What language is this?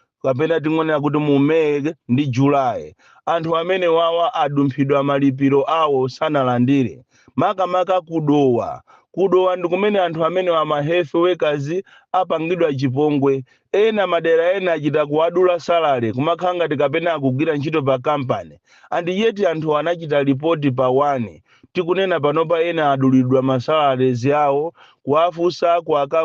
Nyanja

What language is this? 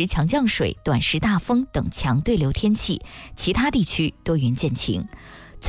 Chinese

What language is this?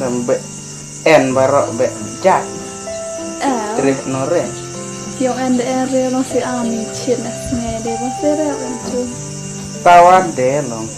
Khasi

